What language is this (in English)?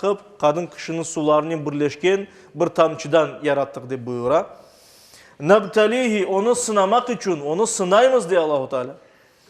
Crimean Tatar